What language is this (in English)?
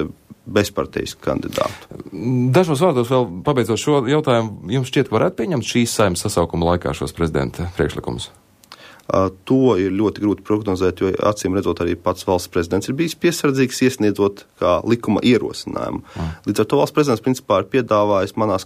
Latvian